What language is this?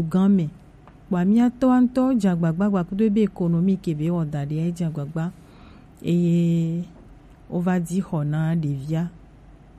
Gen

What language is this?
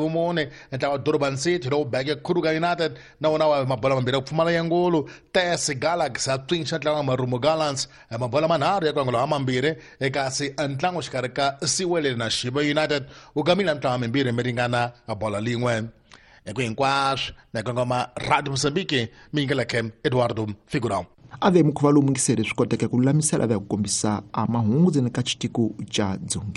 Tsonga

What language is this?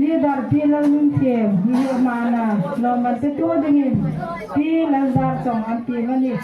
Hmar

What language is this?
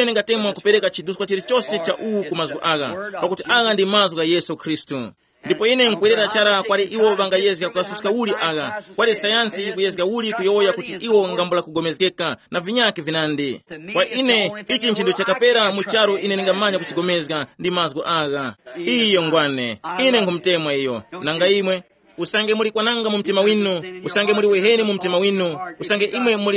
Tumbuka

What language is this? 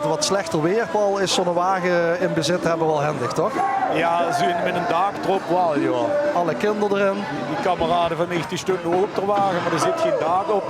Limburgish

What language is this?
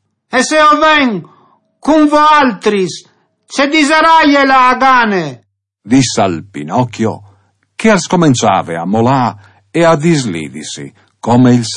Friulian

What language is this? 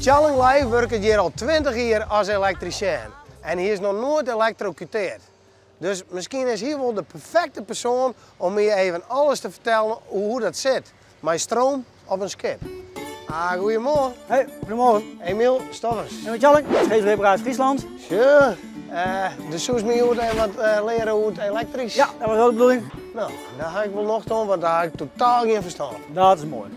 Western Frisian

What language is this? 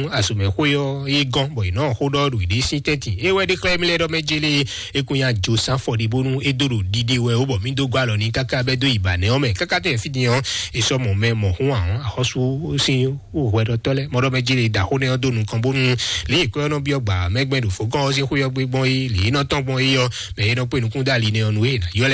Fon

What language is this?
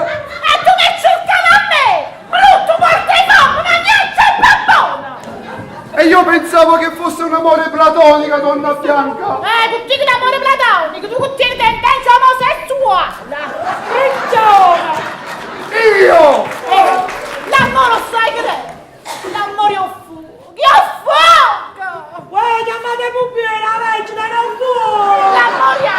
Neapolitan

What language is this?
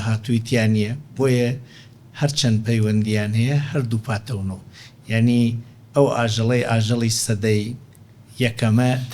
Central Kurdish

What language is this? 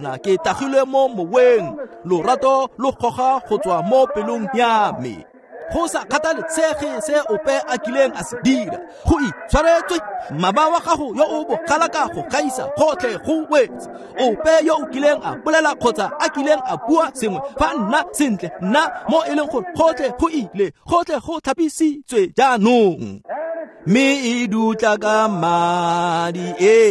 Tswana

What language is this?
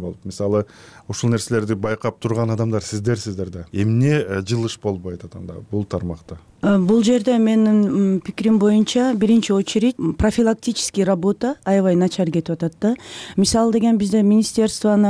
Kyrgyz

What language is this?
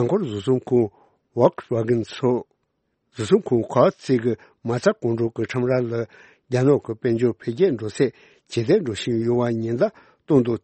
Tibetan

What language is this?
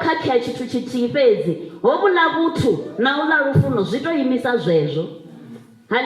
Venda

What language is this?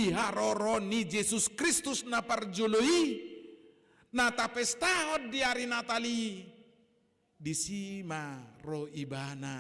Batak Toba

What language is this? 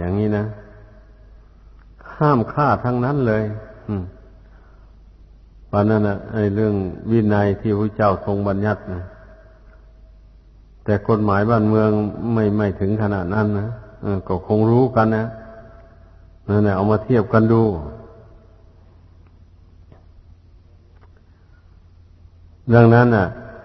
Thai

